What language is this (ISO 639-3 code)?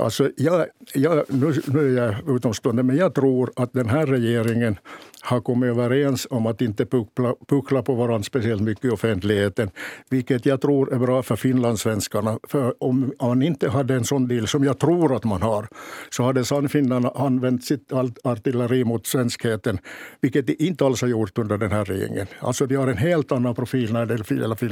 swe